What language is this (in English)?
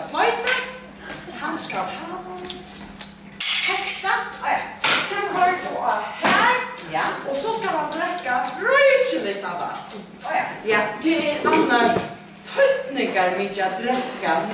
Faroese